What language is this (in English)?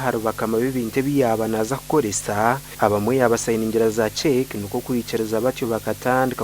Nyankole